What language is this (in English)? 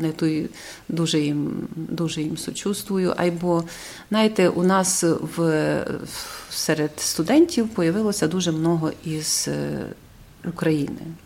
Rusyn